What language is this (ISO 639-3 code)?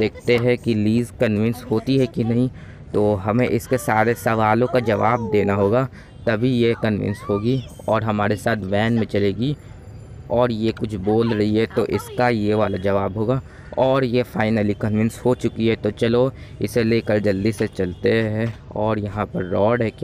hin